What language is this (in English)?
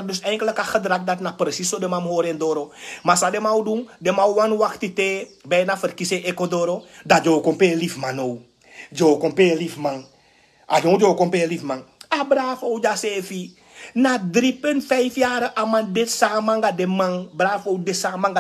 Sranan Tongo